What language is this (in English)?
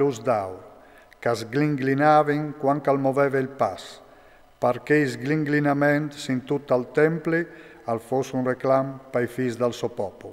Friulian